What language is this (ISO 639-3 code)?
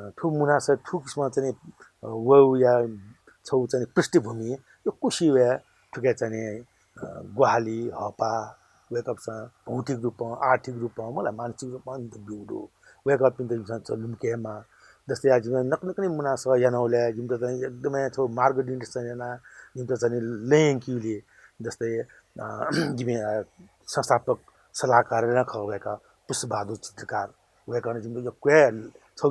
new